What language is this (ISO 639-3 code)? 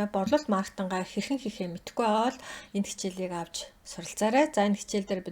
mon